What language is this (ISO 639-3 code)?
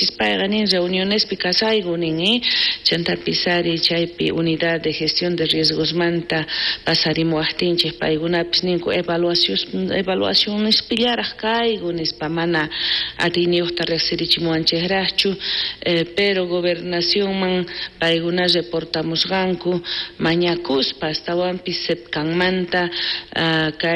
quh